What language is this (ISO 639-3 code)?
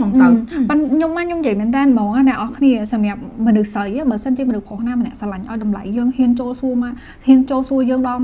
khm